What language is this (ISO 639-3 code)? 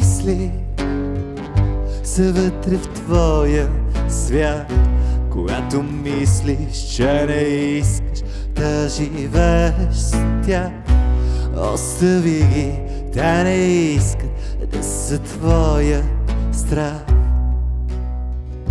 bul